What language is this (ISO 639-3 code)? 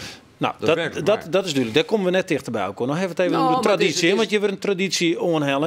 fry